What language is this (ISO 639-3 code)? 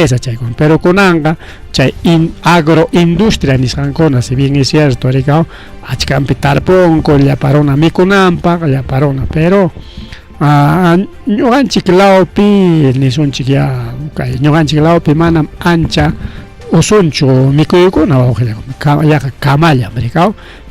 quy